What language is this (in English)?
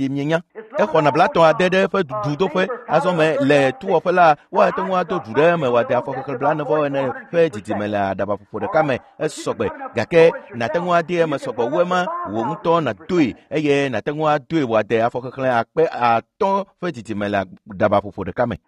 Ewe